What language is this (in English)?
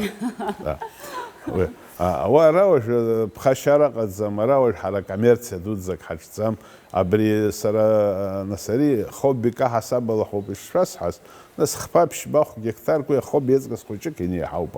Abkhazian